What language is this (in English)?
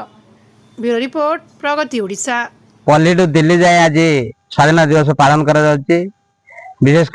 Odia